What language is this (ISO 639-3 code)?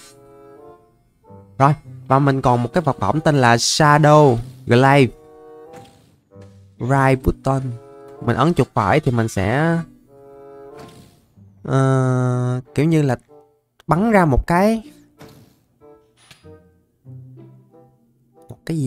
vie